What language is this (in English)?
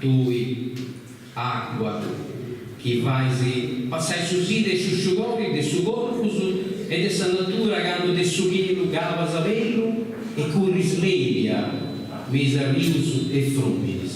Sardinian